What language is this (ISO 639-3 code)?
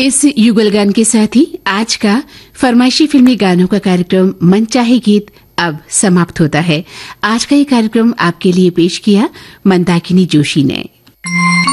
hin